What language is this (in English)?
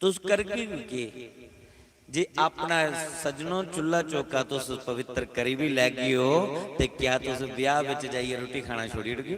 Dogri